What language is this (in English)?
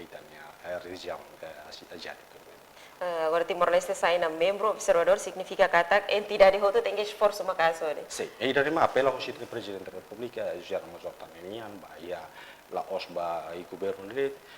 Tetum